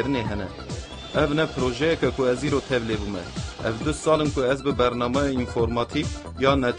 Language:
Kurdish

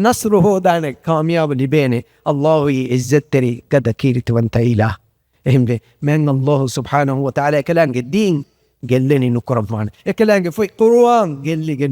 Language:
Divehi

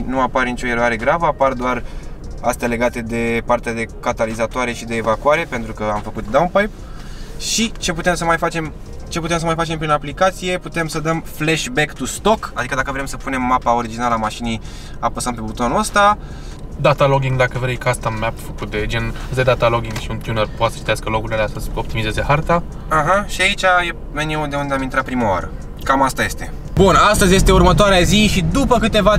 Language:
Romanian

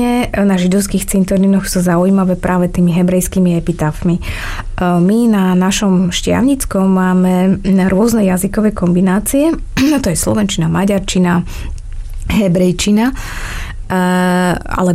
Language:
Slovak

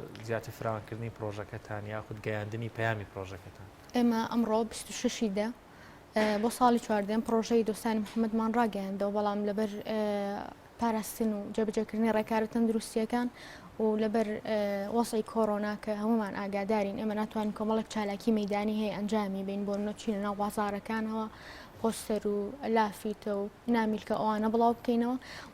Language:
Central Kurdish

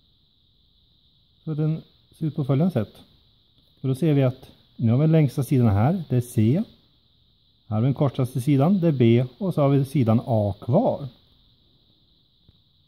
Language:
Swedish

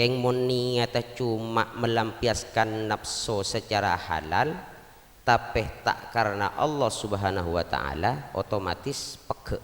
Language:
Madurese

